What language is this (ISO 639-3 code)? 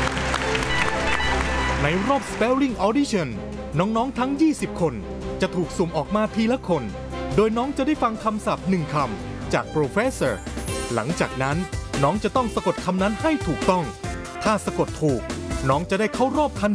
tha